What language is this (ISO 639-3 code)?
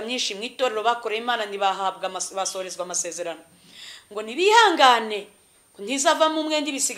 kin